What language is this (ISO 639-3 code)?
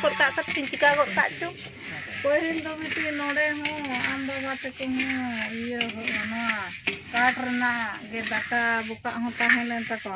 sat